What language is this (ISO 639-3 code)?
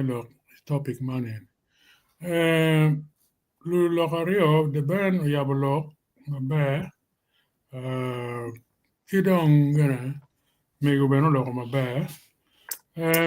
ach